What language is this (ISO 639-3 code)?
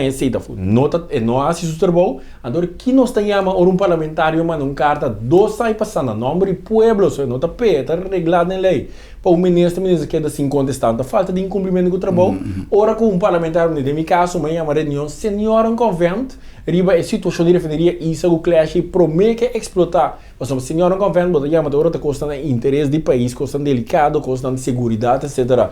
pap